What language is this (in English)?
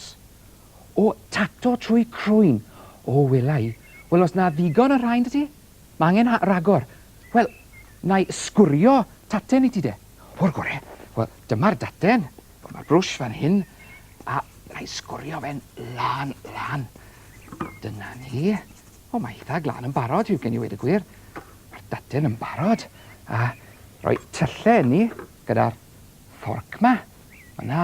Welsh